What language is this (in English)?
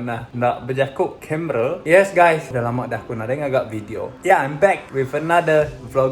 Iban